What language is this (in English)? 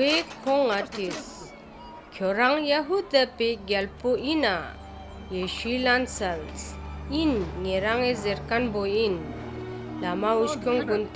Ladakhi